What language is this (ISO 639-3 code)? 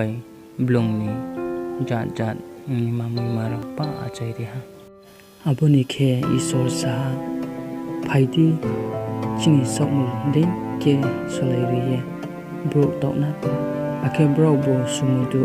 ria